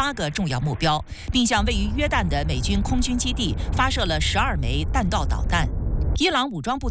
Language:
Chinese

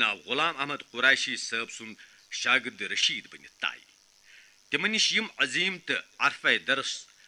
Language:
Kashmiri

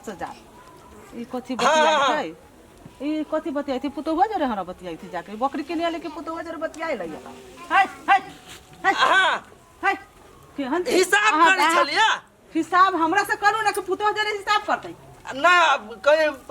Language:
Maithili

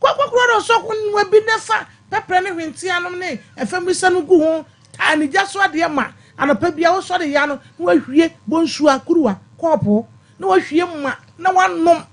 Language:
Akan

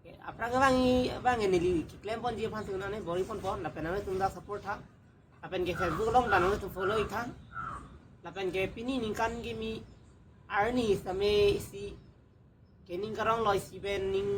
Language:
Karbi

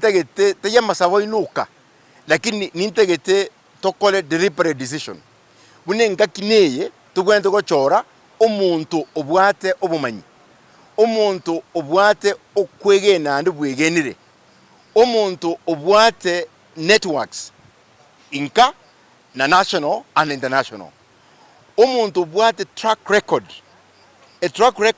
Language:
Gusii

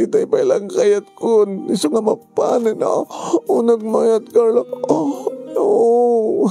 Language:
Iloko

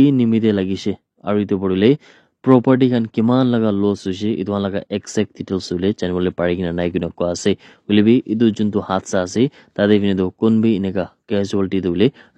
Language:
Naga Pidgin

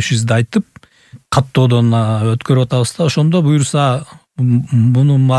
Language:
Kyrgyz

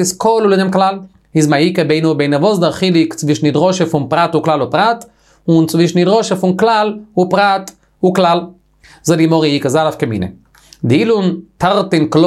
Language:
Yiddish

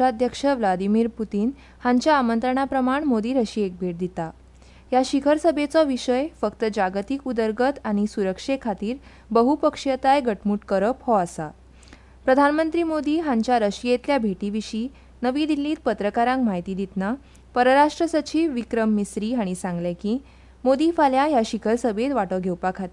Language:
Konkani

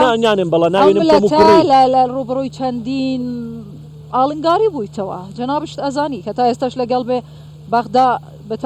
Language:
Central Kurdish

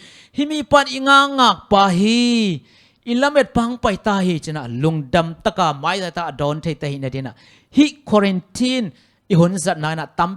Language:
Tedim Chin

